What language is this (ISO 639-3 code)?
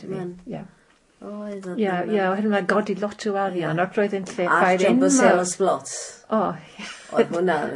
cym